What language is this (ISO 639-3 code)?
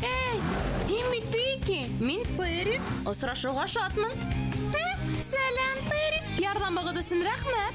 bak